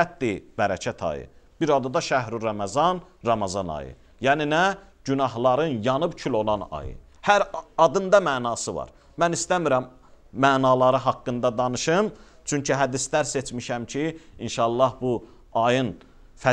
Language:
Azerbaijani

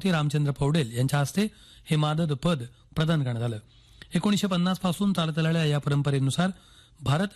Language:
Marathi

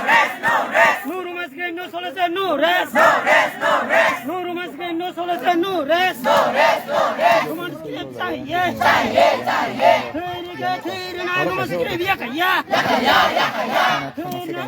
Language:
Kok Borok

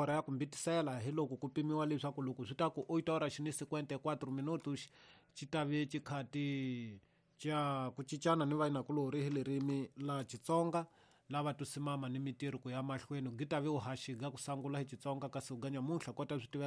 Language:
Tsonga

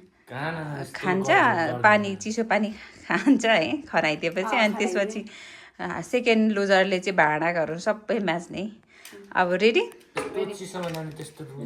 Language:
Nepali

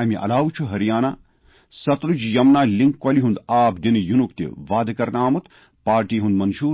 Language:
Kashmiri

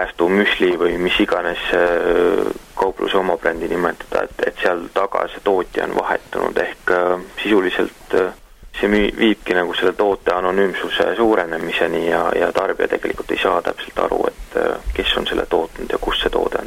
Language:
Estonian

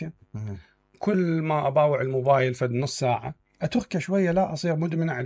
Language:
Mesopotamian Arabic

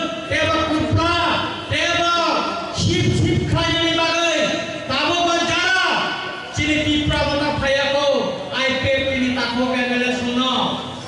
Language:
Kok Borok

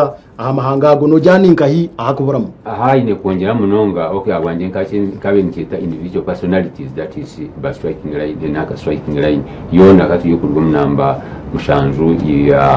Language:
Nyankole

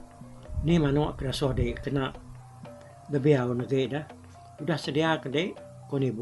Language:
Iban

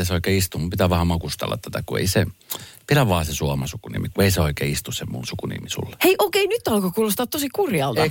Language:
Finnish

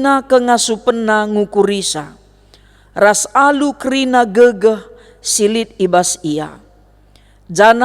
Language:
Batak Karo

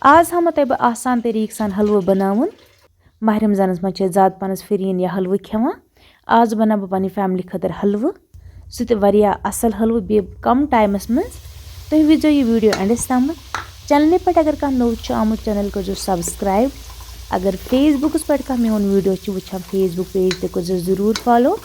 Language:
Kashmiri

